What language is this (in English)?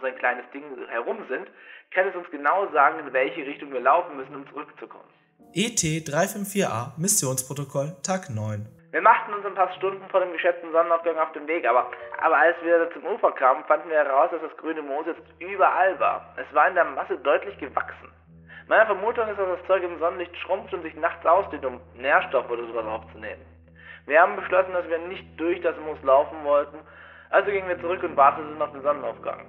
German